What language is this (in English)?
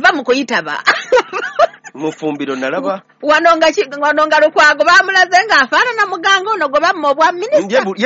Ganda